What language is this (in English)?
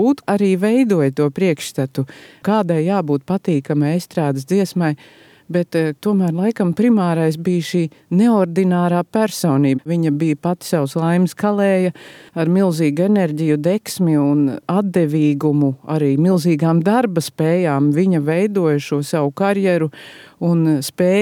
Latvian